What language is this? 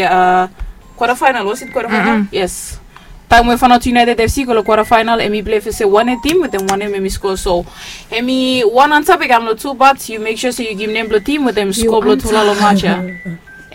Bislama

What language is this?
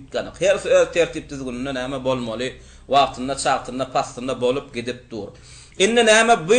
Turkmen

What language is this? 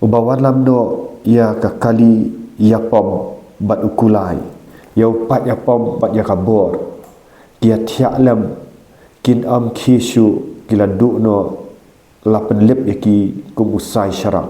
Khasi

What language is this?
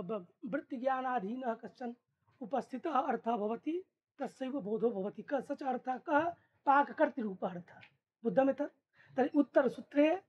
Sanskrit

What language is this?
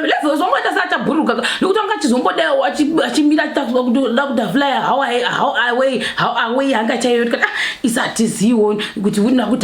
Shona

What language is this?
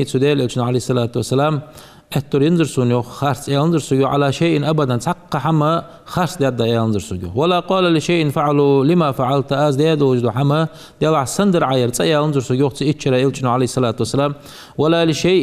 Ingush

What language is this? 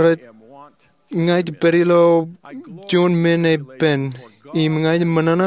Marshallese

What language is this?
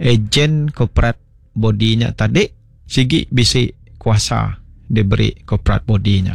Iban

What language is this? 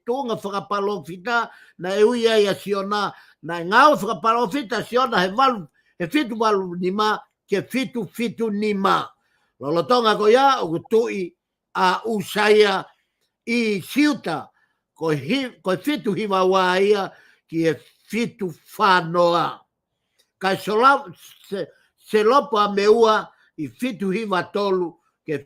Tongan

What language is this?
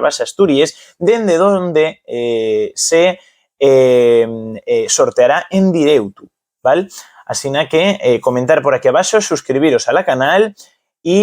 Asturian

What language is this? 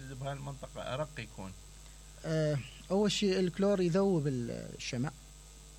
Mesopotamian Arabic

